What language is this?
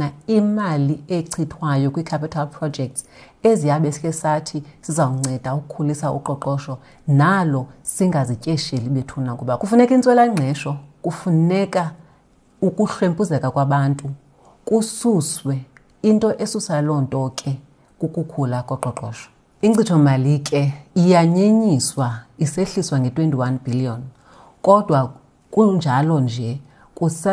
Xhosa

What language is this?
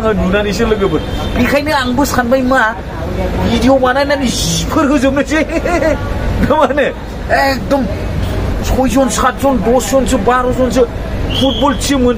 Bodo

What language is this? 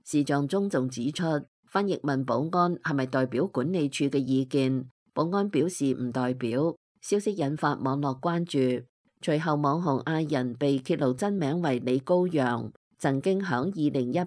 Cantonese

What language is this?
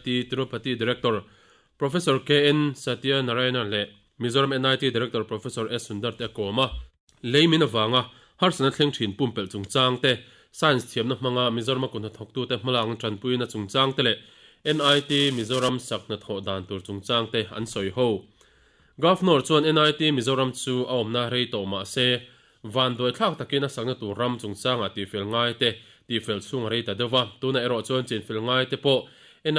Mizo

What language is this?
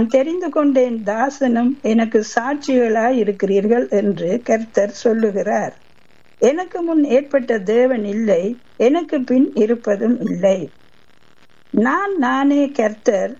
Tamil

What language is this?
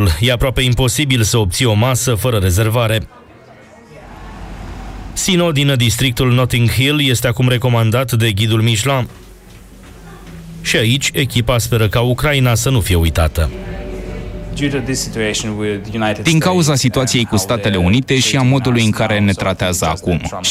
Romanian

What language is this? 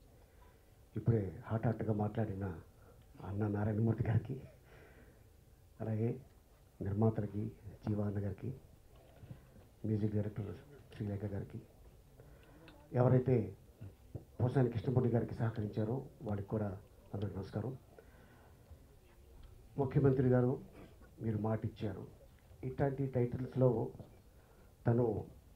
Telugu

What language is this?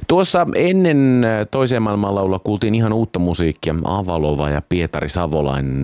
Finnish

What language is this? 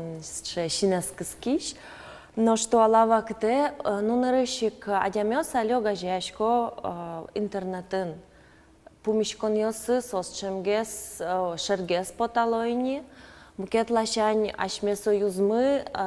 Udmurt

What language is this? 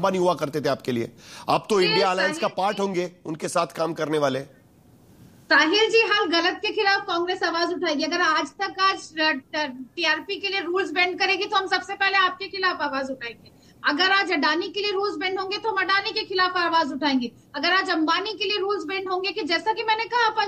Hindi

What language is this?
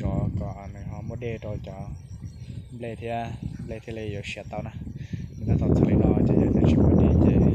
Hmong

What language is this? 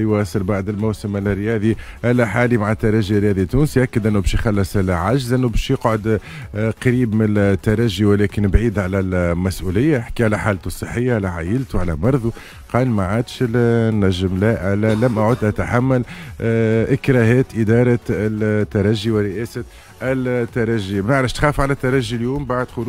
Tunisian Arabic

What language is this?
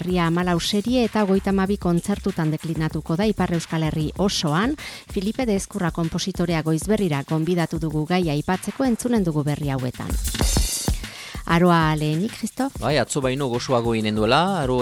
Basque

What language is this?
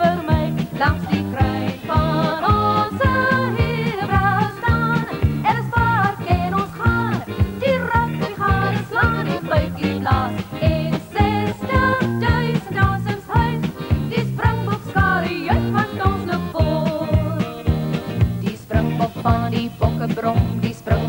Afrikaans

